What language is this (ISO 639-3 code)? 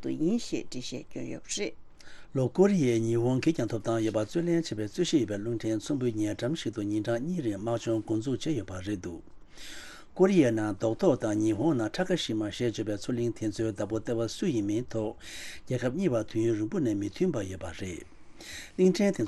bod